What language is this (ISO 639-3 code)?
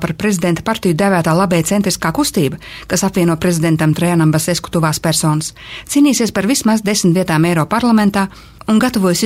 lav